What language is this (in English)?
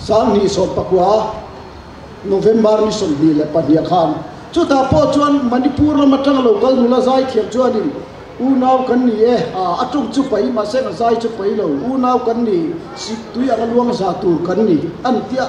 Mizo